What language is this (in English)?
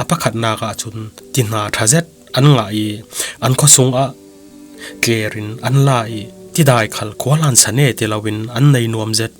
Falam Chin